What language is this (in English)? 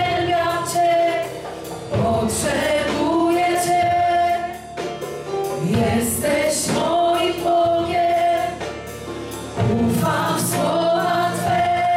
Polish